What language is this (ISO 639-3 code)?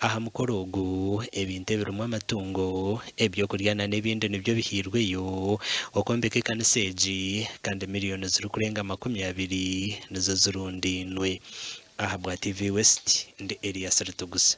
nyn